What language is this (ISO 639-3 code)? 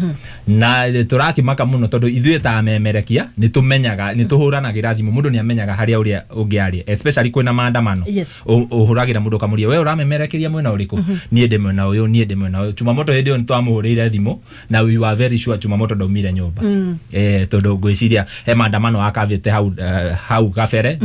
kik